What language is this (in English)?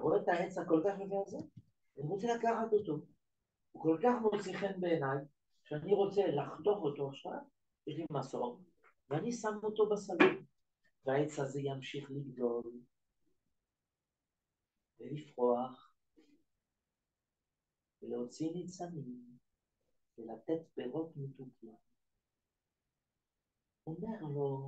Hebrew